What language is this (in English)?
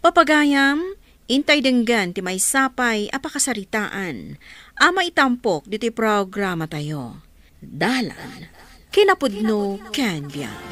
Iloko